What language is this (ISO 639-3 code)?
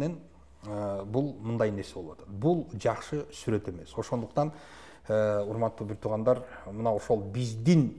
kir